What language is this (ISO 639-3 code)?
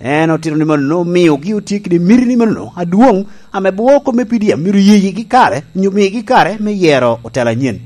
laj